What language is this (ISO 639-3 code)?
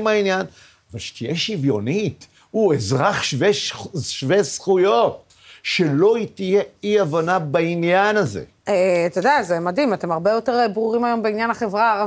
heb